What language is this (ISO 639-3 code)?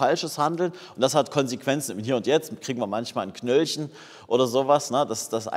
deu